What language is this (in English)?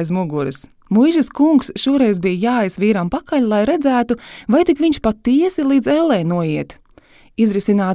Latvian